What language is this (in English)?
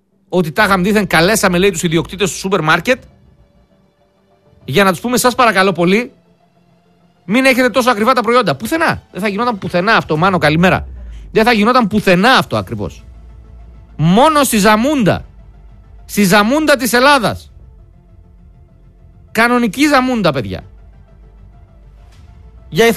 Greek